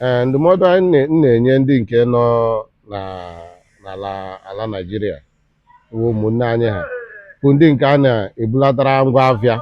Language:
Igbo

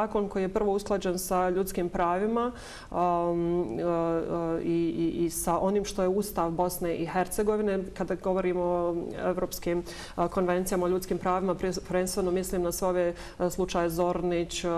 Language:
Bosnian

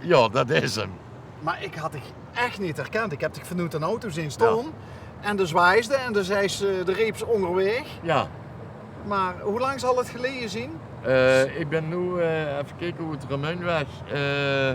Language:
Limburgish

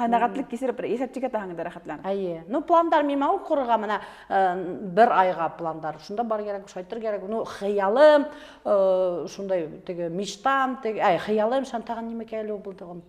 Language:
Bashkir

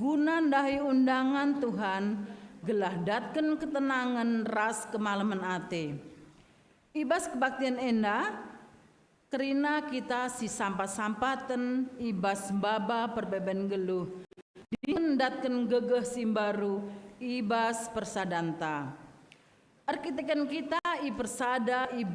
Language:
Batak Karo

